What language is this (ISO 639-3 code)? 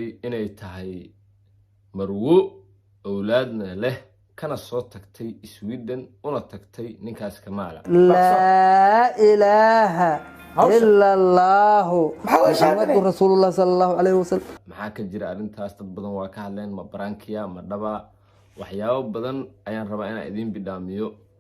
som